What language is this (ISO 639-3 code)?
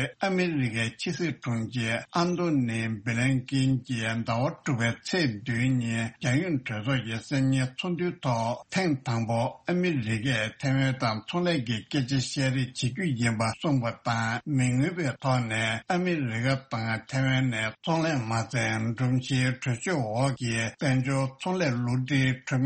bod